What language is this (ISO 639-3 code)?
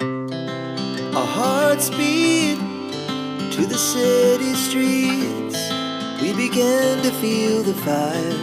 kha